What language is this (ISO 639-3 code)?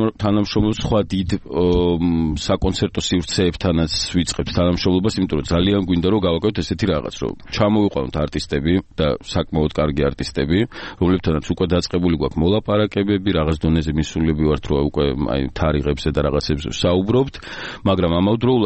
kat